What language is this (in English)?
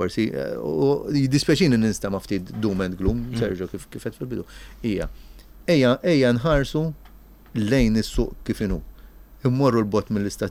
Maltese